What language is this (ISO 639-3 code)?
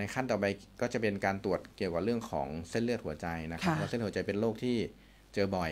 tha